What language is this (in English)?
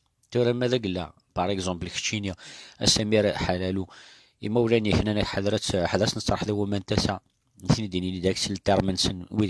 Kabyle